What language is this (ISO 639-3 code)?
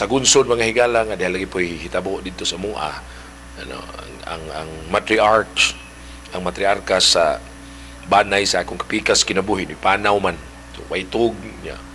ceb